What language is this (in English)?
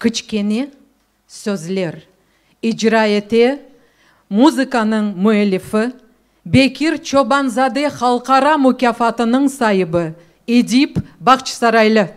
Crimean Tatar